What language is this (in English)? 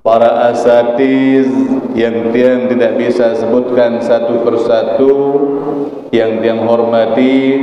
Sasak